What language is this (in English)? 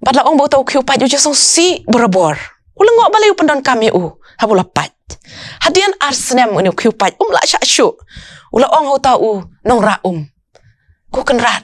Khasi